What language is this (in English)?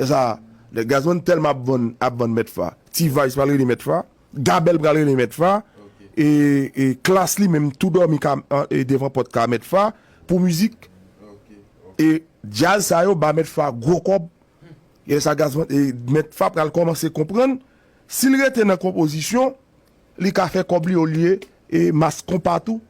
Haitian Creole